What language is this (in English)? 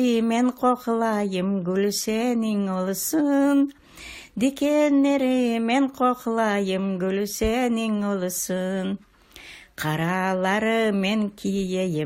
Crimean Tatar